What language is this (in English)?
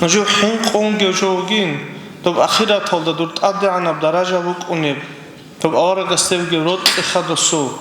Avaric